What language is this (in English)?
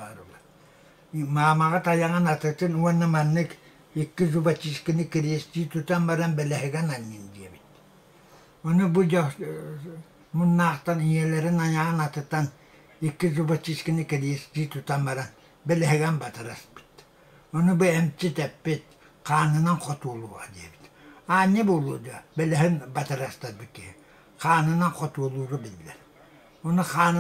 Yakut